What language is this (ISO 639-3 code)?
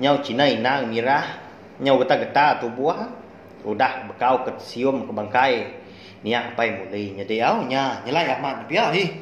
iba